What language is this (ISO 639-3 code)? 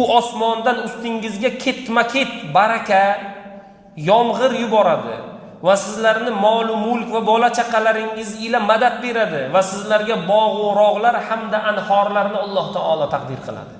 uzb